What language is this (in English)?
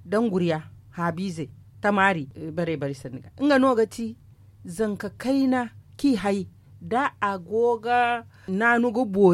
Zarma